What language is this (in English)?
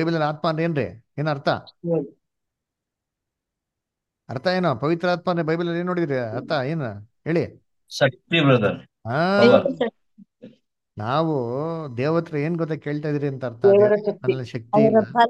Kannada